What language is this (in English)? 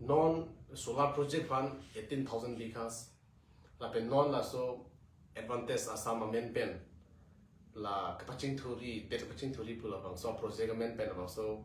Karbi